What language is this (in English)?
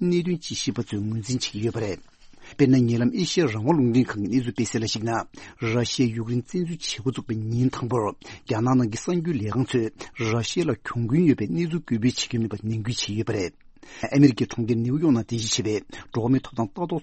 Tibetan